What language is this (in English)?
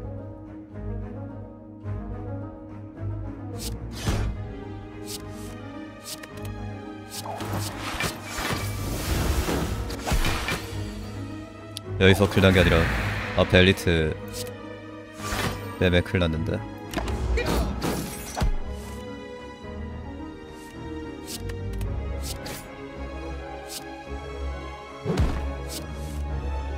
Korean